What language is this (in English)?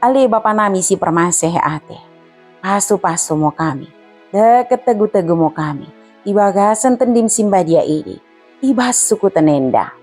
Batak Dairi